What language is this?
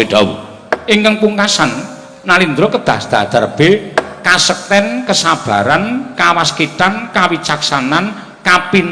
Javanese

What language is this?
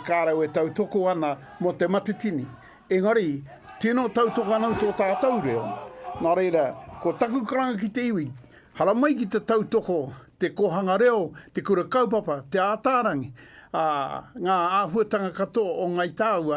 Māori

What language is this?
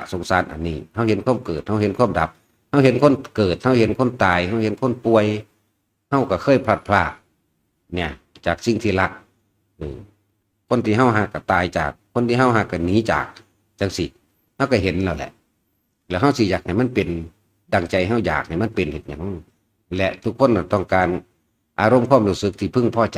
Northeastern Thai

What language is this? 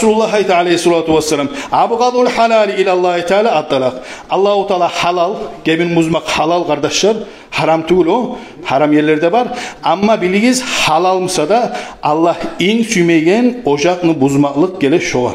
Kumyk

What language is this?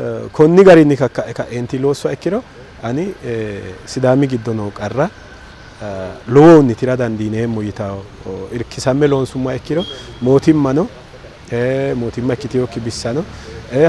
Sidamo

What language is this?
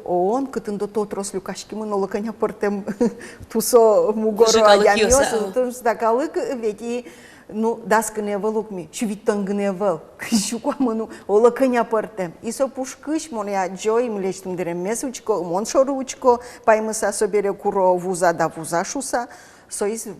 Udmurt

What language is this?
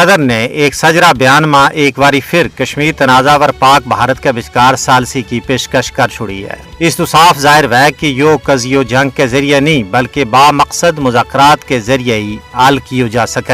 Gujari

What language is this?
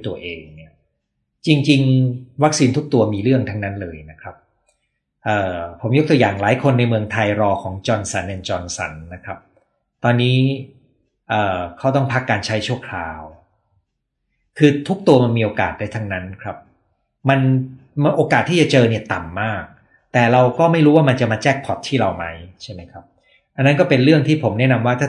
Thai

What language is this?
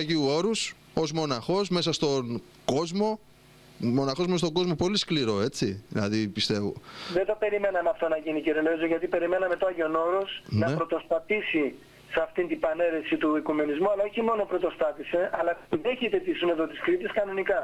Greek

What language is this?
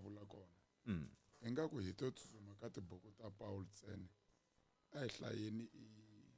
Tsonga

